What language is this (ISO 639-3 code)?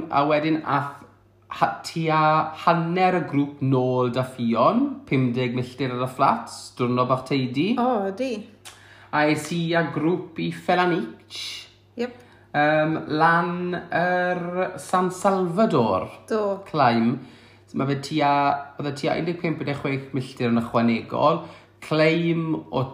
cym